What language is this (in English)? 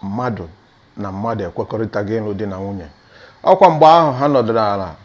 Igbo